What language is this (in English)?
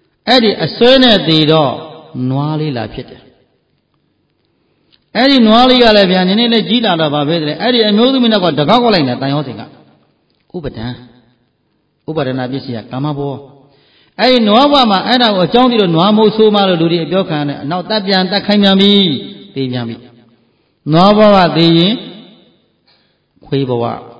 Burmese